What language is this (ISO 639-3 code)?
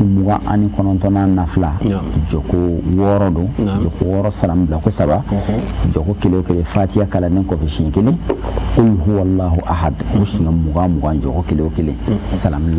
bam